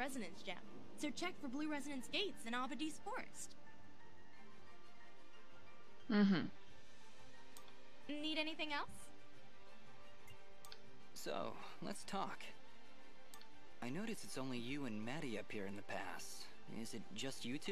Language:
Russian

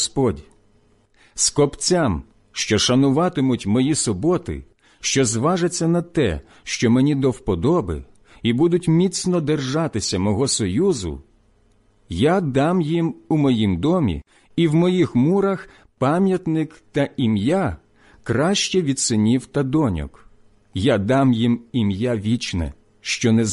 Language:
Ukrainian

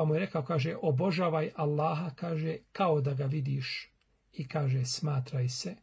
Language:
Bosnian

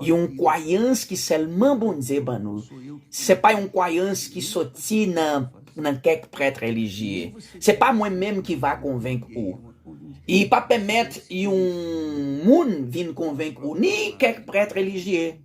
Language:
Haitian Creole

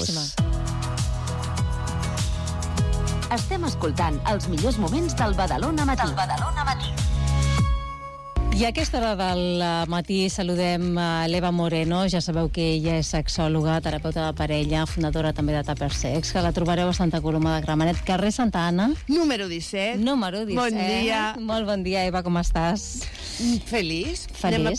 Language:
Catalan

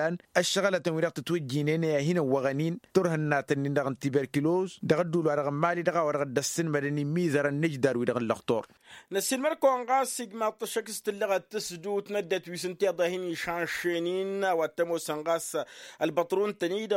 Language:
Tamasheq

